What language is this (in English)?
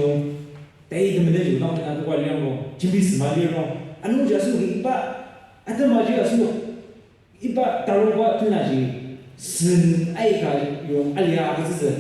Ao Naga